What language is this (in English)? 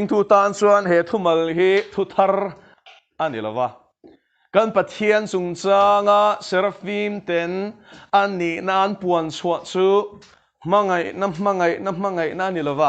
Mizo